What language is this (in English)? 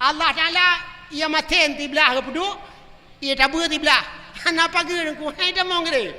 Achinese